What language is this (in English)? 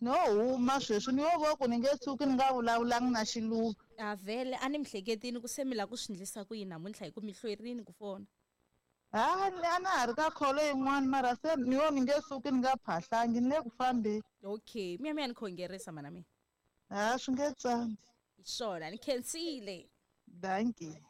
Tsonga